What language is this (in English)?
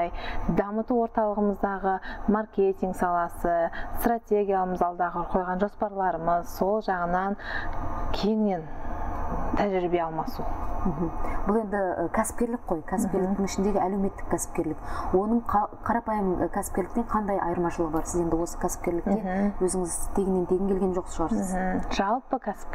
Kazakh